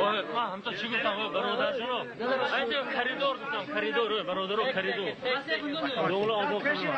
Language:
Tajik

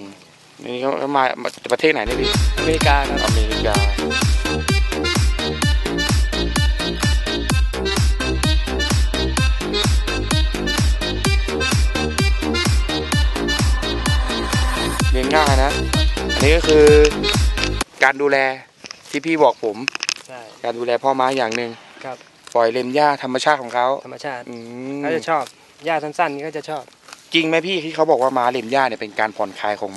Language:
Thai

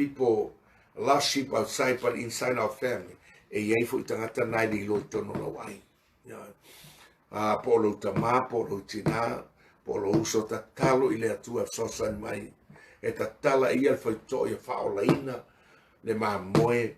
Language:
Samoan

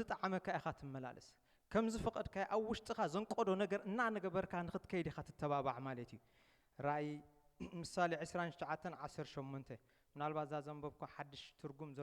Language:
Tigrinya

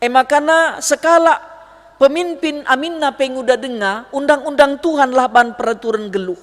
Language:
Batak Karo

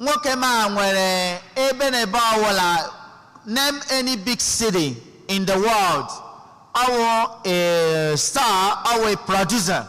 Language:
Igbo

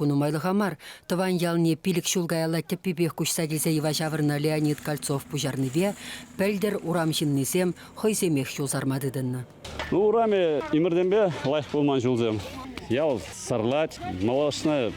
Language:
Chuvash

